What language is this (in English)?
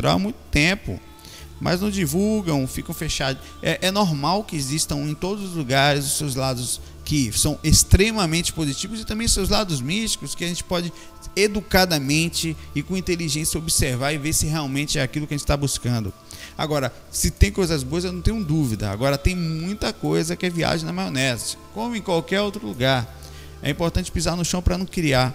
Portuguese